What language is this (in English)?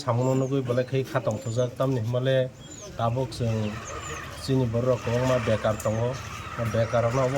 Kok Borok